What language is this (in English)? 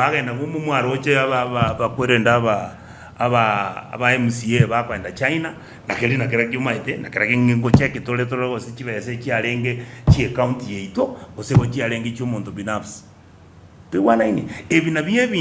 Gusii